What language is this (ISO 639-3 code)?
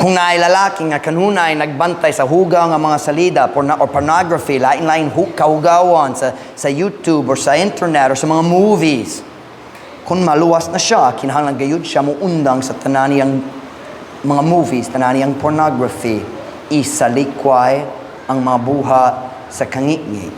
ceb